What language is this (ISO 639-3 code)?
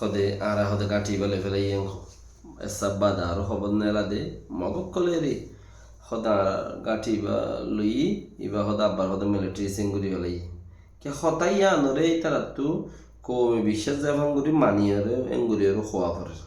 rhg